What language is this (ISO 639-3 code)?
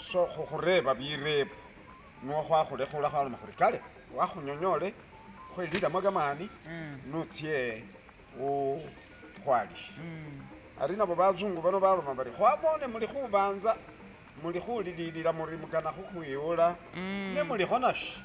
myx